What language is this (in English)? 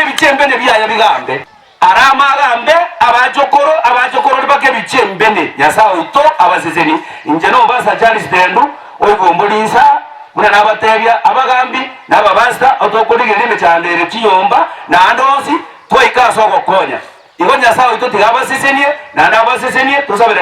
Gusii